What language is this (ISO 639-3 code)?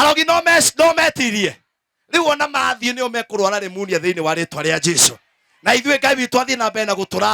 kik